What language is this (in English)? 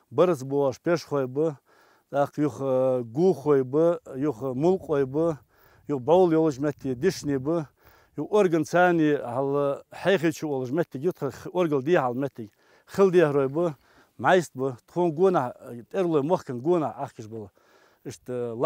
Chechen